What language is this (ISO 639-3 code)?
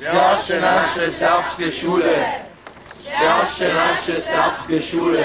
hsb